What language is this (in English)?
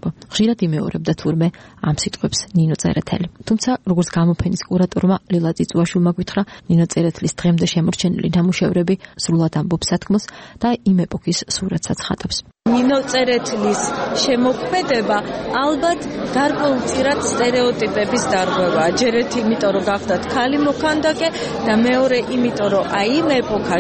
Georgian